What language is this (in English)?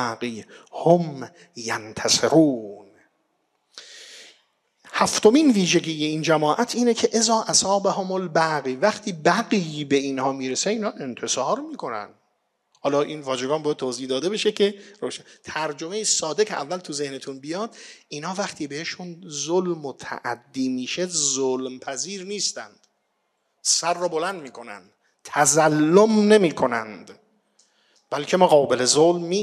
Persian